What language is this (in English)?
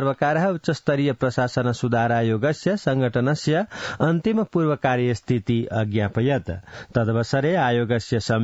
Sanskrit